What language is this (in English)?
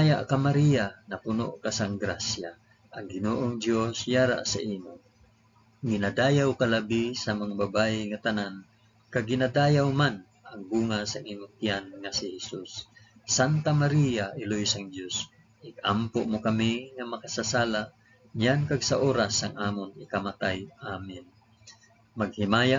Hiligaynon